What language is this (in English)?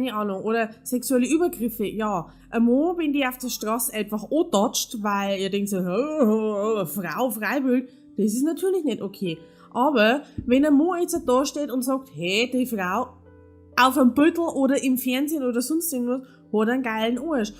Bavarian